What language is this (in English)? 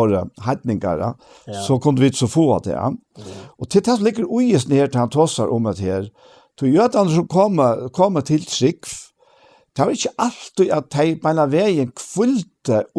Faroese